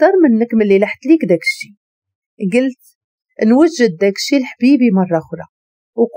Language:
Moroccan Arabic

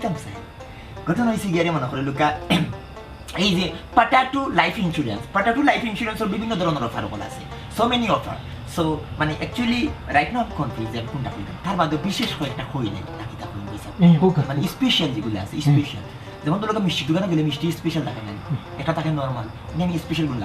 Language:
Sylheti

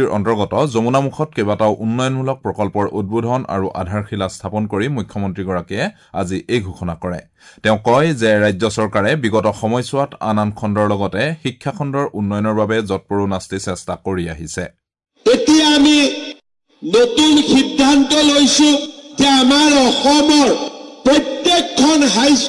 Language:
Assamese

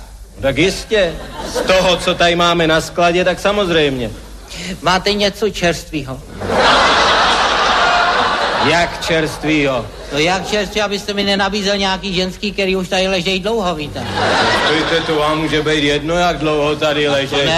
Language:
Czech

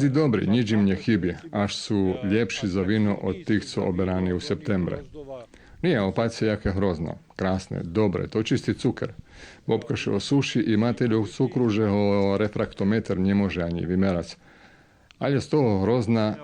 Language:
Rusyn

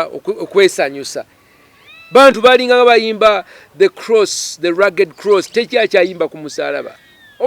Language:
Ganda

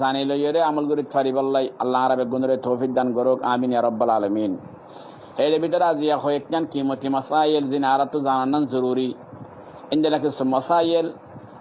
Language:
Rohingya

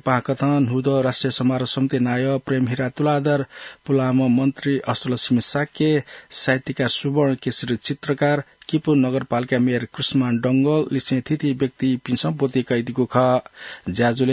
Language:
Newari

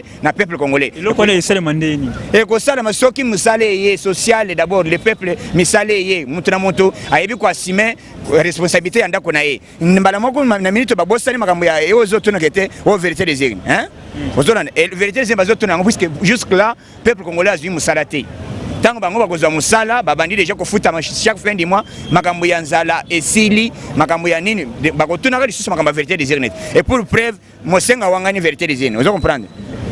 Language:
Lingala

